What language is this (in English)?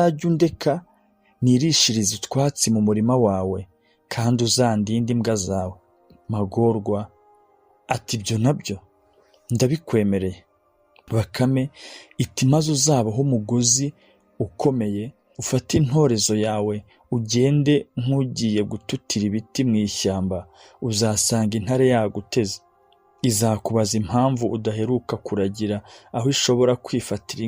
Kinyarwanda